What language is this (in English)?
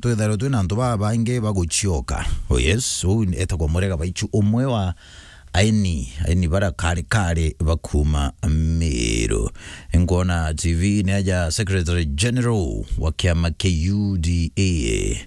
Meru